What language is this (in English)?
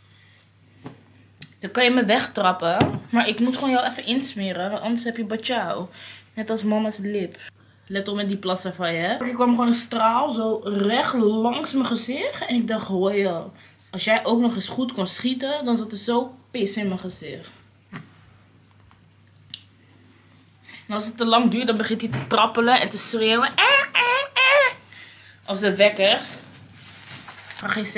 Dutch